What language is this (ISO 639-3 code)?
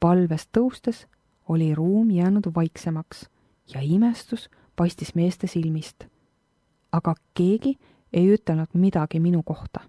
est